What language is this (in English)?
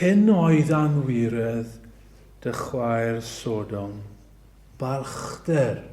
Welsh